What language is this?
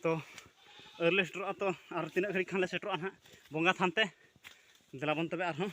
Santali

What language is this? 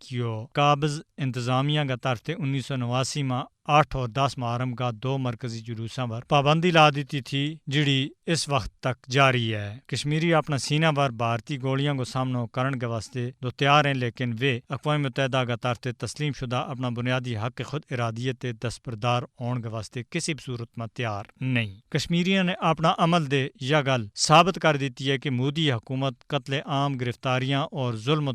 Gujari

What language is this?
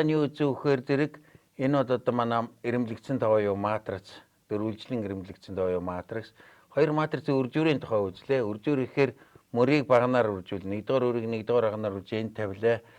Mongolian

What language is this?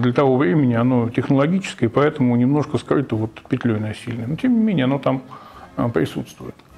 Russian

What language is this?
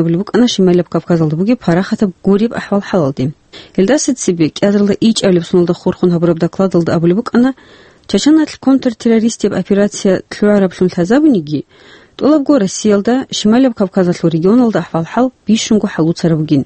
Avaric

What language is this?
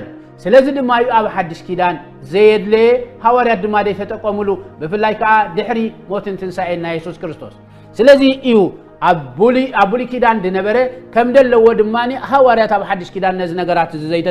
Tigrinya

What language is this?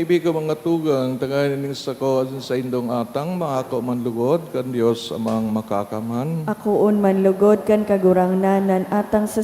Bikol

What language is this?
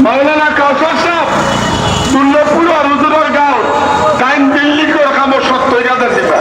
Sylheti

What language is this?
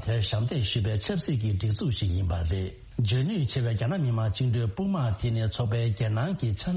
Tibetan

